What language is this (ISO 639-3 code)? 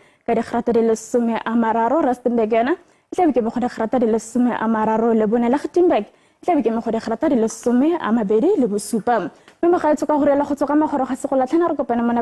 tsn